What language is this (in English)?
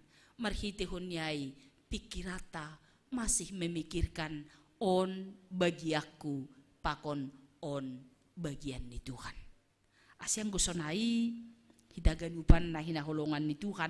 Batak Simalungun